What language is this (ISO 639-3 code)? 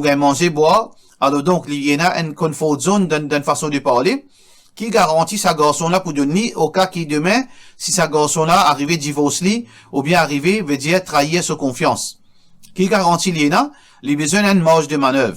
mfe